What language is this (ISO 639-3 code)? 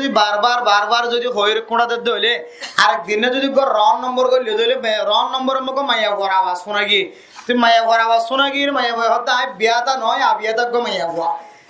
rhg